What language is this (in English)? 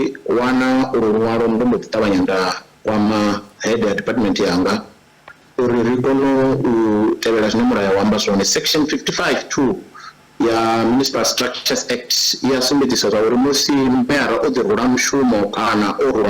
Venda